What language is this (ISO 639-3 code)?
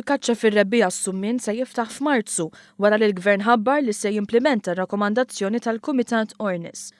mlt